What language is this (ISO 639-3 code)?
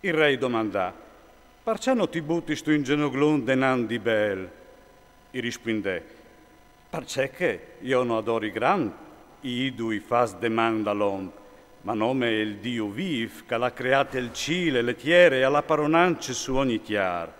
fur